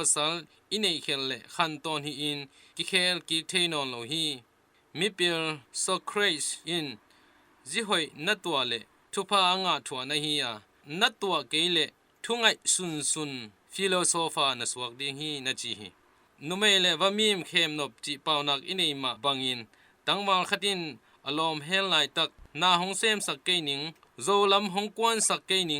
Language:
Tedim Chin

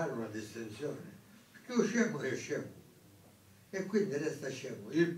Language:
Italian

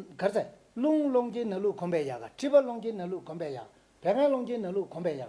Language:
Tibetan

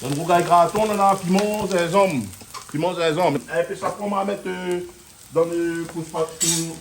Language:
Réunion Creole French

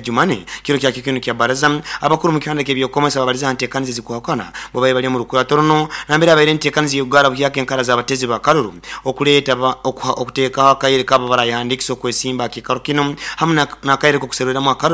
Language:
Nyoro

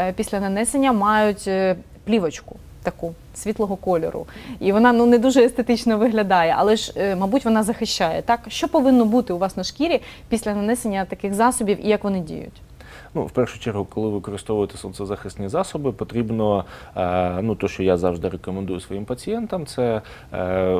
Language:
Ukrainian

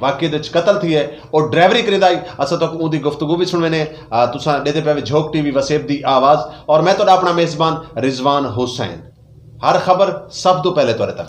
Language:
Saraiki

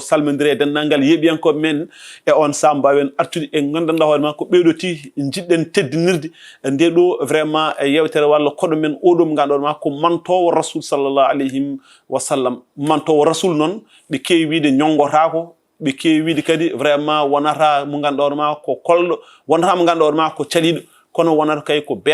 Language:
Fula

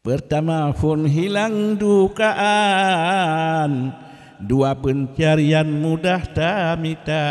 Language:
Achinese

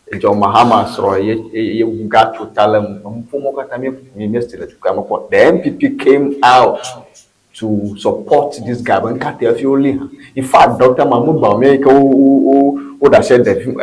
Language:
Ewe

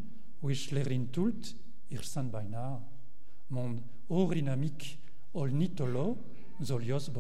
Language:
Mongolian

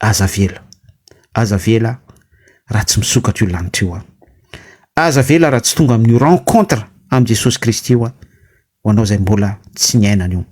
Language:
Malagasy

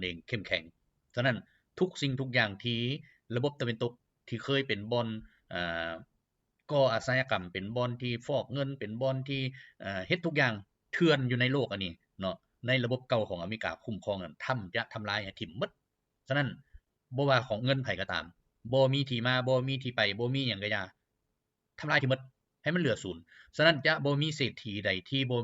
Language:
Lao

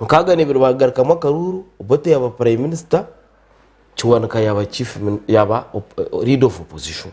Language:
Nyankole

